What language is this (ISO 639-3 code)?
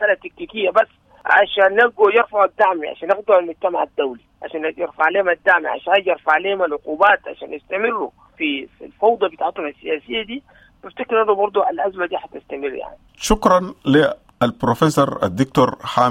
apd